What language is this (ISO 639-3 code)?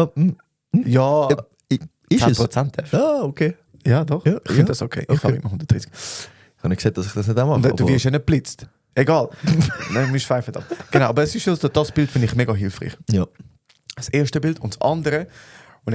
gsw